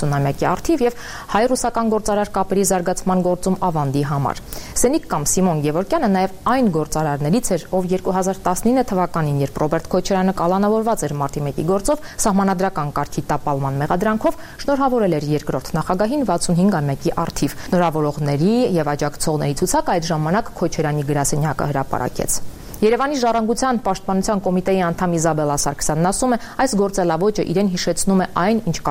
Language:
Armenian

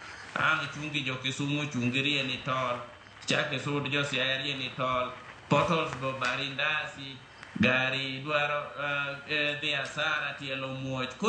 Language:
Luo (Kenya and Tanzania)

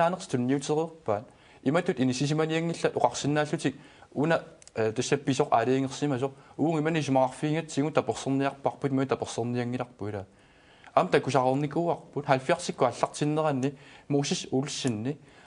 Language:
Kalaallisut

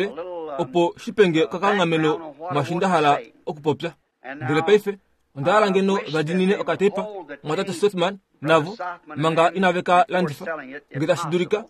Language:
Kuanyama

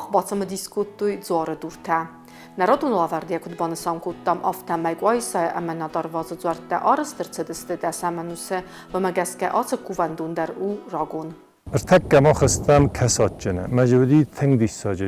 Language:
Ossetic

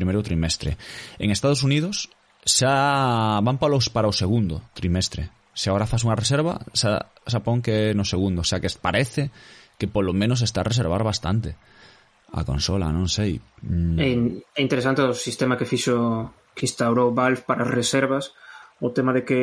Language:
Galician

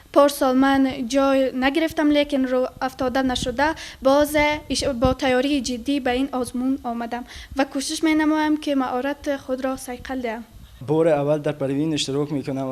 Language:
Tajik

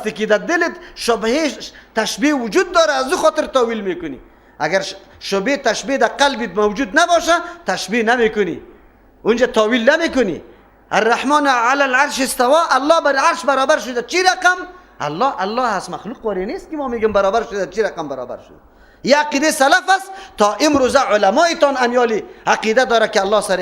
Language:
Persian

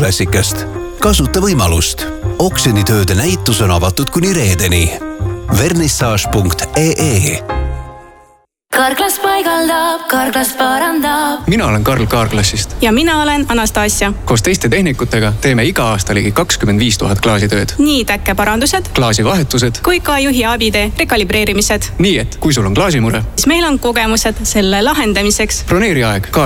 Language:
Estonian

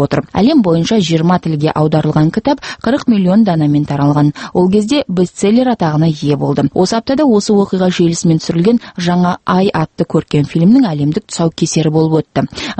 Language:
Kazakh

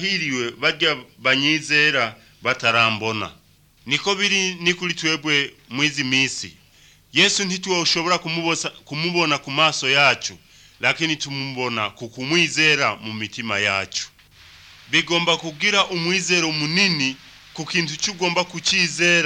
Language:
Kinyarwanda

